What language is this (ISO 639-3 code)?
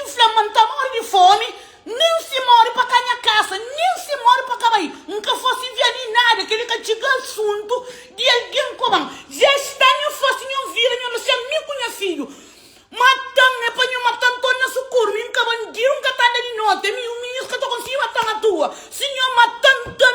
kea